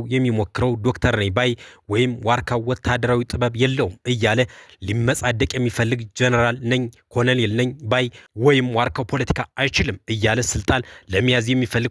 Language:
Amharic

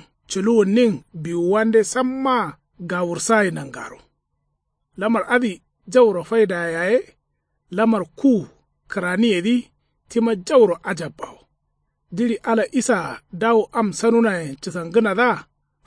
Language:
Kanuri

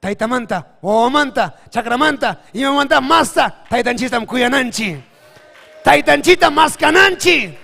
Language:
Ayacucho Quechua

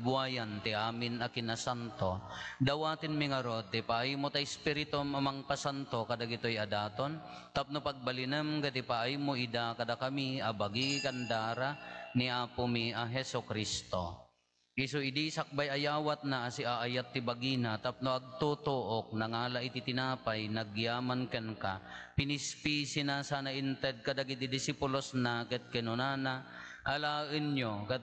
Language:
Iloko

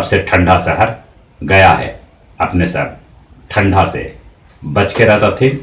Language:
Magahi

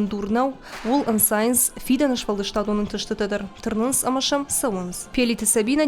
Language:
Ossetic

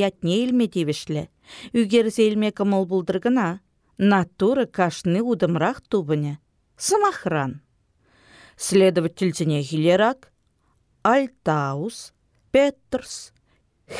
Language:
Chuvash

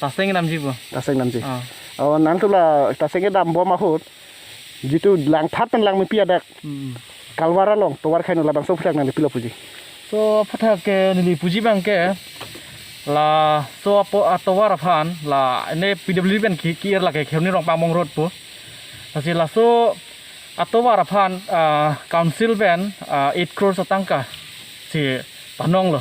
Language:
Karbi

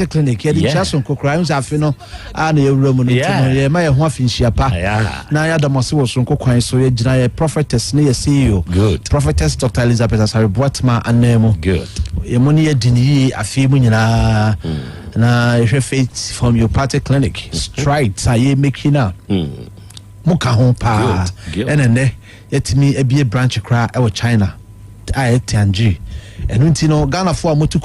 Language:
Akan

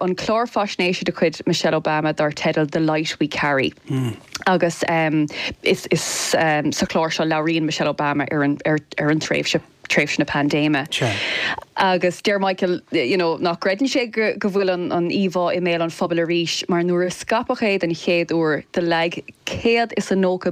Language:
Irish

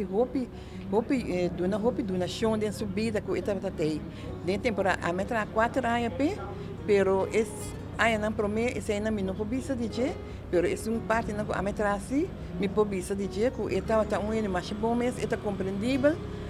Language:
Papiamento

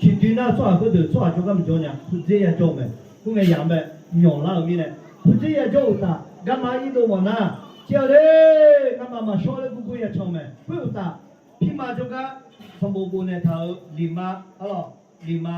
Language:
Akha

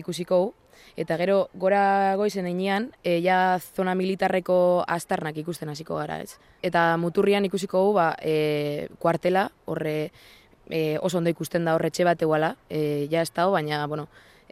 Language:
Basque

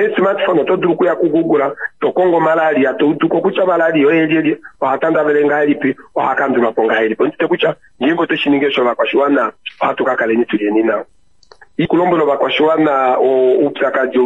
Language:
Kuanyama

